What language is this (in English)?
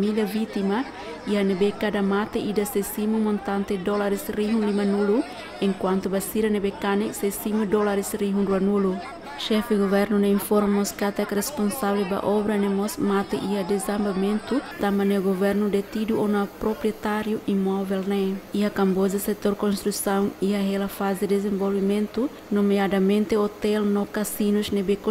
Tetum